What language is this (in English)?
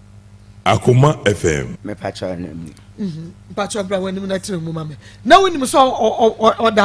Akan